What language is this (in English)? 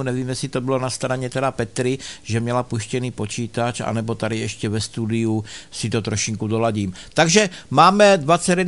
Czech